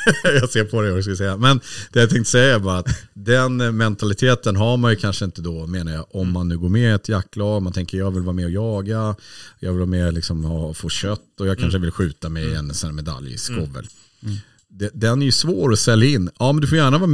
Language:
Swedish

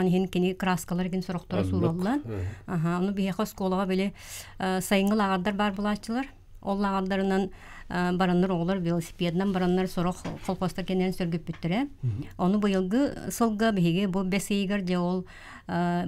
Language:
Yakut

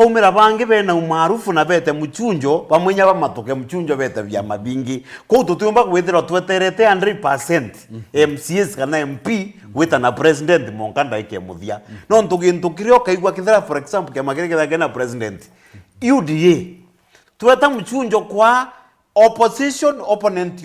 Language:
Meru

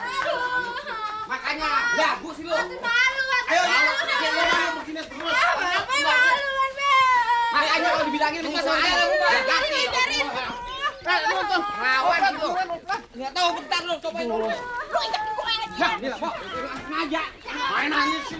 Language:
Betawi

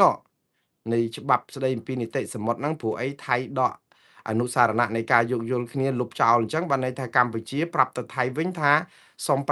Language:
Khmer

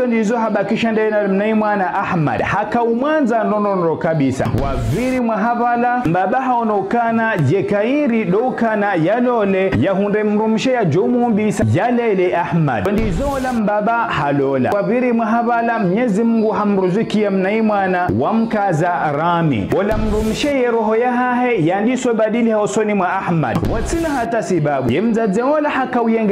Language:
Ngazidja Comorian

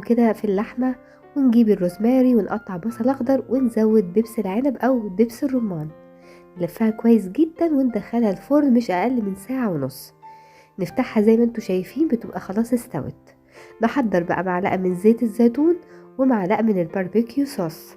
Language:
Egyptian Arabic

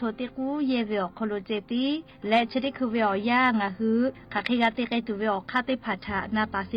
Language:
Lahu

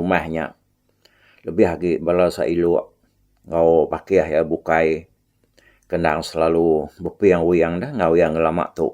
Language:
Iban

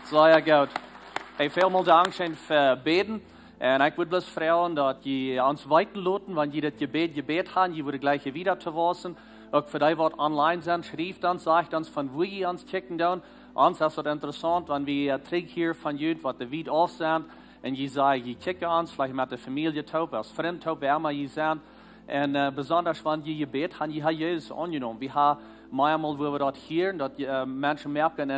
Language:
Plautdietsch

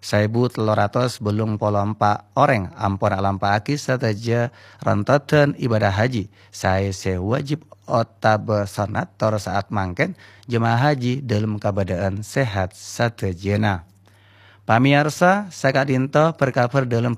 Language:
Madurese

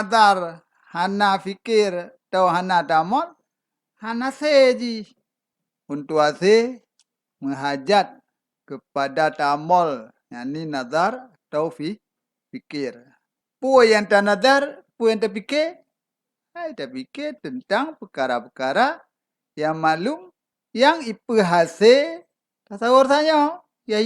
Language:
Achinese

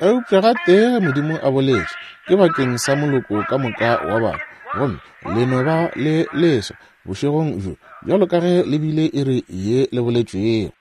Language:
Northern Sotho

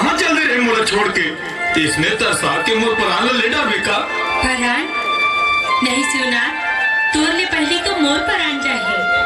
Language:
Chhattisgarhi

